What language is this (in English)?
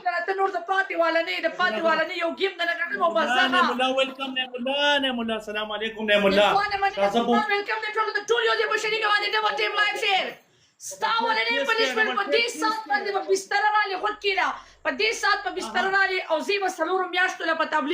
Pashto